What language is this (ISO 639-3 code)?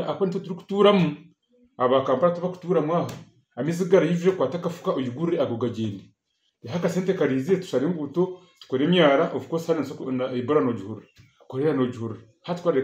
nyn